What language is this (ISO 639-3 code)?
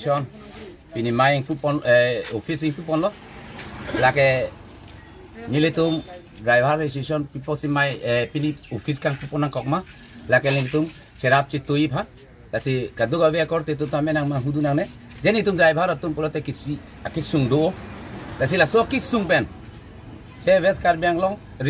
mjw